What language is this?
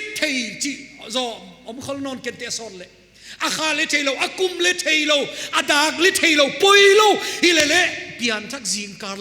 Paite Chin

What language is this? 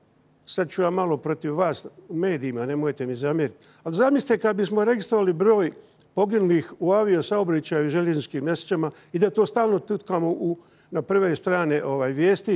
Bosnian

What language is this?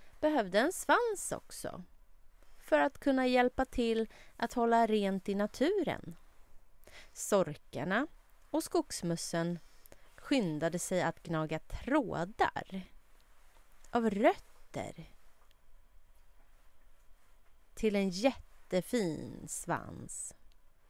Swedish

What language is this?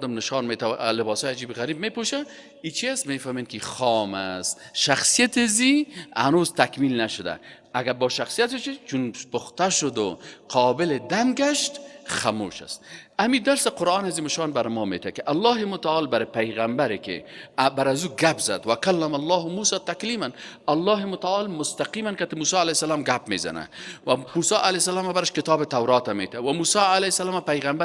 Persian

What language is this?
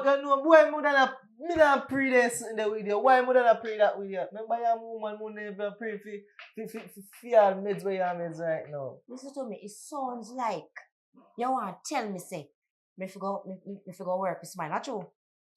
Jamaican Creole English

